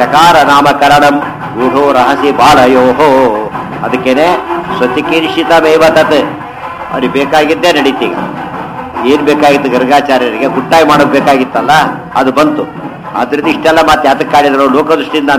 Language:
Kannada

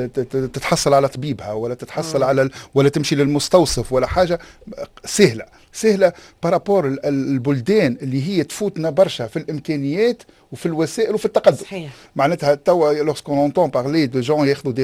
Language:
Tunisian Arabic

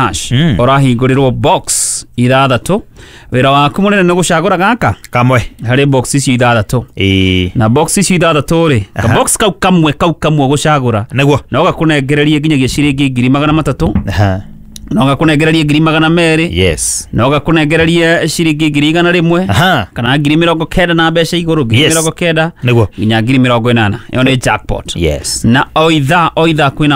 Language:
Kikuyu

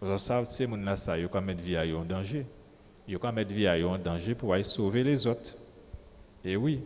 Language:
Guadeloupean Creole French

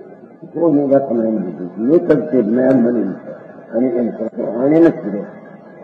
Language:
Gujarati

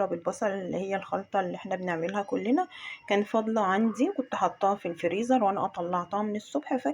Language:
Egyptian Arabic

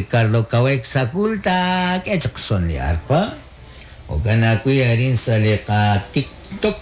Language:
Kekchí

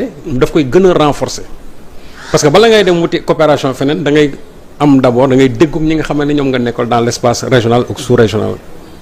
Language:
Wolof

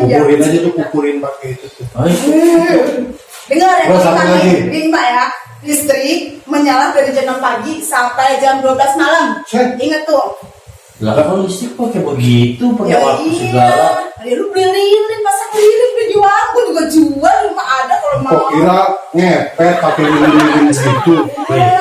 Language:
Betawi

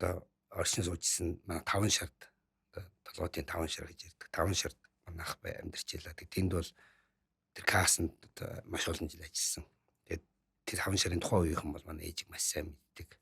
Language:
Mongolian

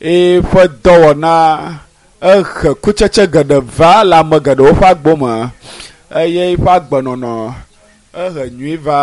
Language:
Ewe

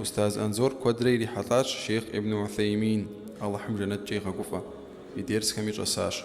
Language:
Kabardian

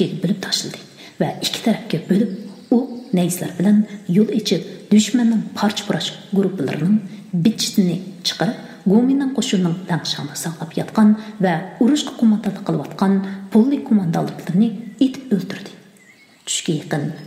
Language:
Uyghur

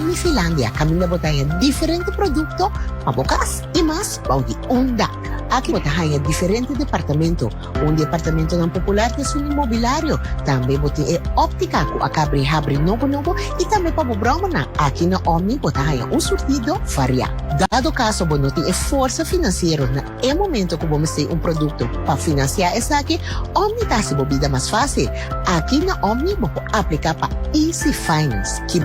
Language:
Papiamento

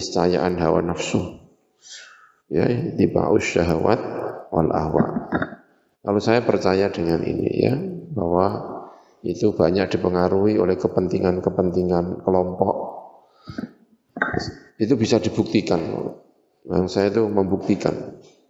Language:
Indonesian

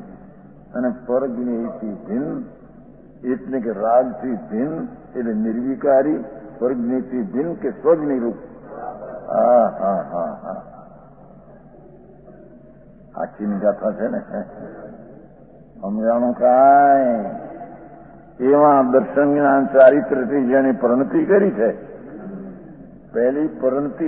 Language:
Gujarati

